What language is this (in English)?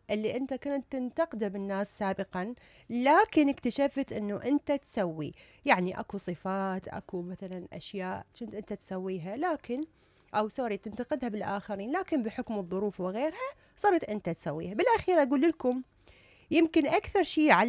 Mesopotamian Arabic